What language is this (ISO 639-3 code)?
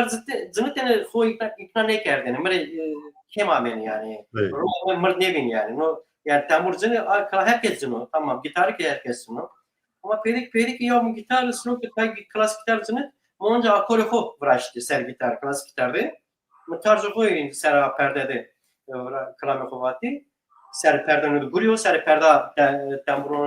zza